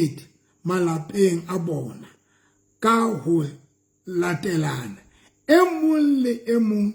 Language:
Southern Sotho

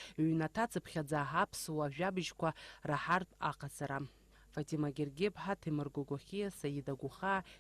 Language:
Abkhazian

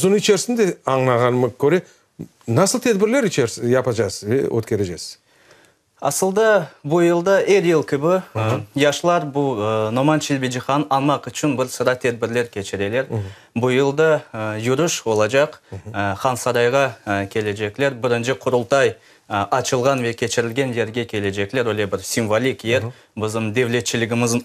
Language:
Crimean Tatar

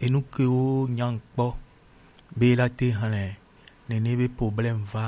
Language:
Gen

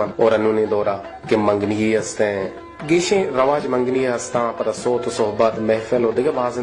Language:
Baluchi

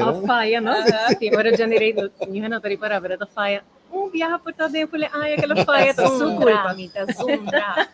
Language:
Papiamento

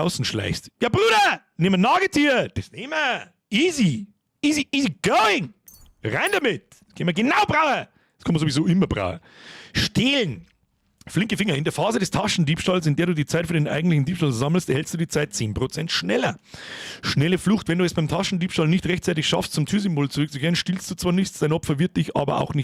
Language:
Bavarian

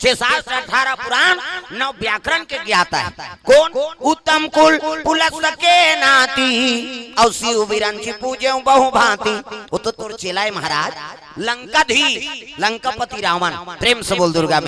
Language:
Chhattisgarhi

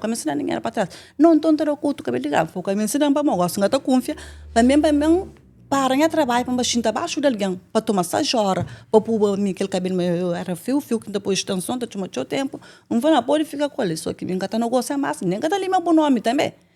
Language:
Kabuverdianu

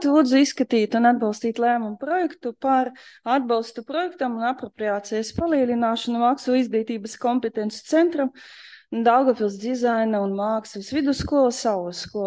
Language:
Latvian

